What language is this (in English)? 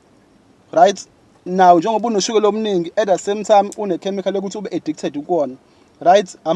Zulu